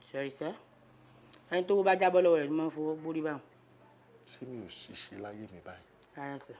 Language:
Yoruba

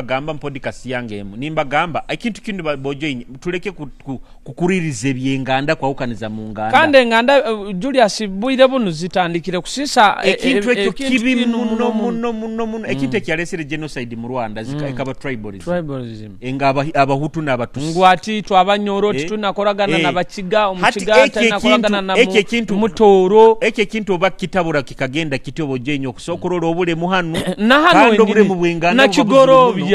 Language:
Nyoro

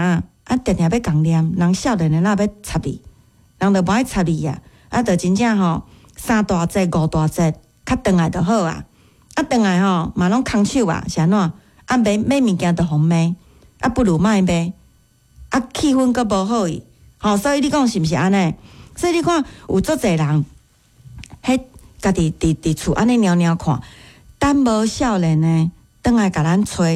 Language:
Min Nan Chinese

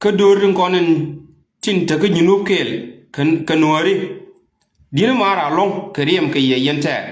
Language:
Nuer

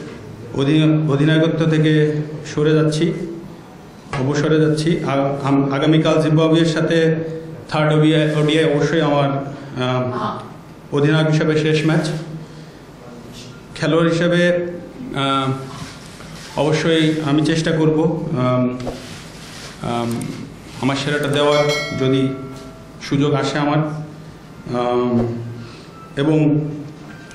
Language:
Bangla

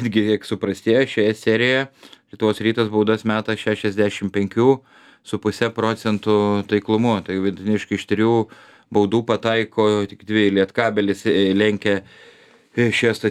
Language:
Lithuanian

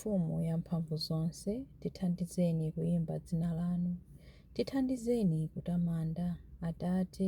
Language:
Nyanja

